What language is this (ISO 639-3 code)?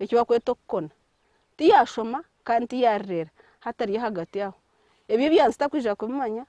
nyn